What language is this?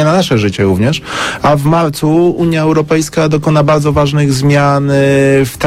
Polish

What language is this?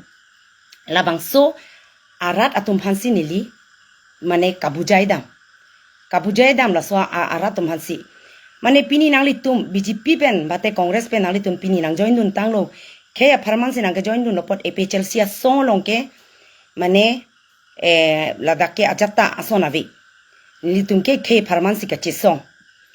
Karbi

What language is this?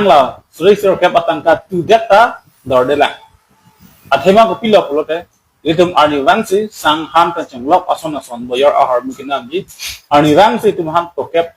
Karbi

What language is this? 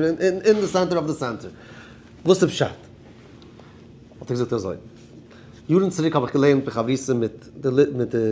Yiddish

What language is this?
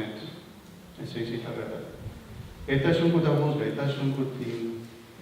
Papiamento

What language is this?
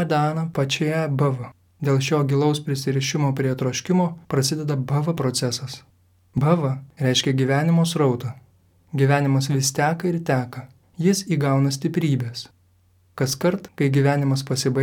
Lithuanian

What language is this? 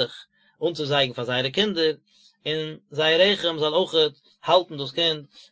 Yiddish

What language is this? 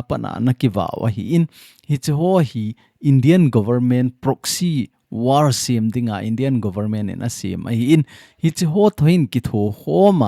Thado Chin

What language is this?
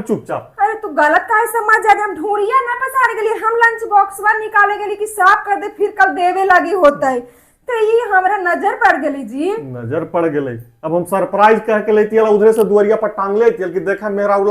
Magahi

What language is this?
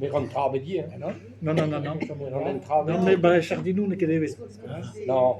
Breton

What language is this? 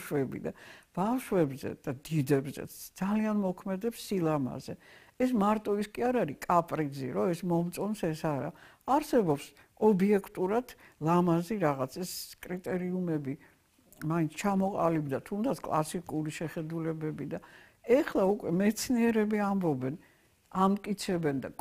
Georgian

